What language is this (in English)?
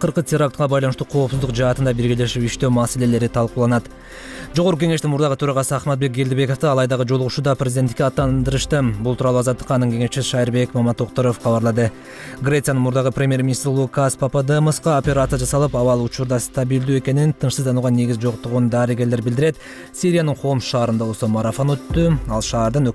Kyrgyz